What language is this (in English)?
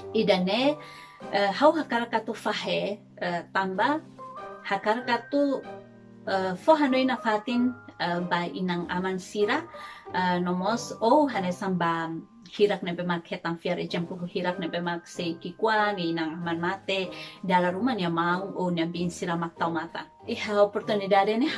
Tetum